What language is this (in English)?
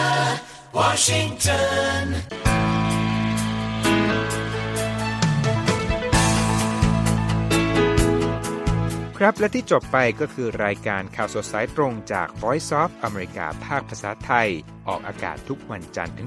Thai